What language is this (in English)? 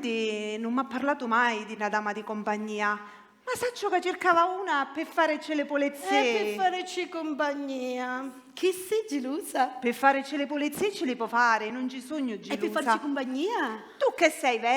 Sicilian